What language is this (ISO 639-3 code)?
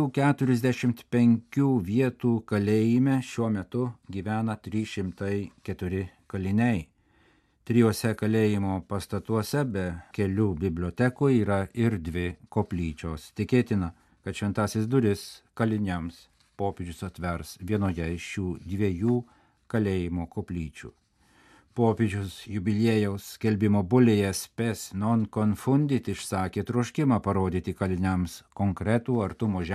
lit